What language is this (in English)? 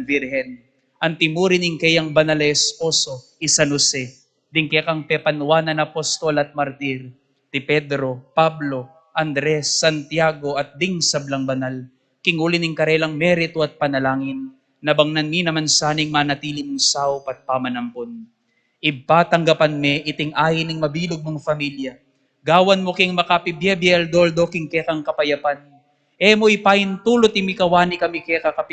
Pampanga